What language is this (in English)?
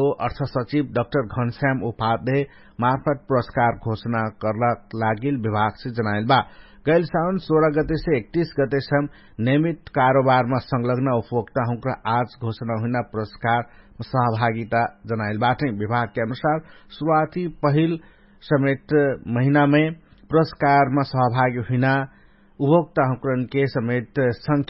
Dangaura Tharu